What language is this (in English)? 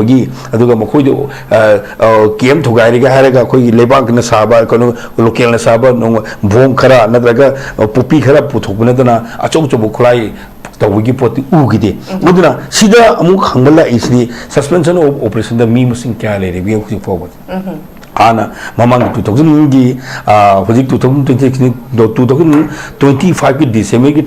Manipuri